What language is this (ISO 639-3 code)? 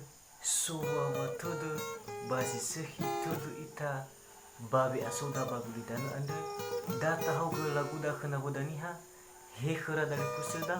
nia